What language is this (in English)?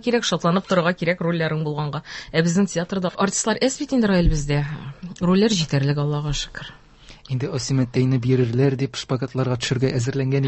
Tatar